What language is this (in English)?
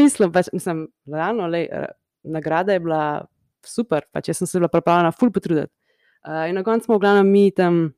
Slovenian